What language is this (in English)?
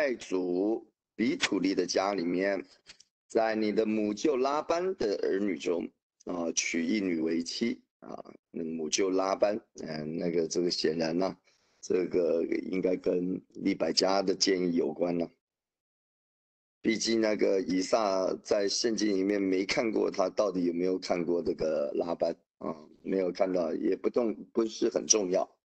Chinese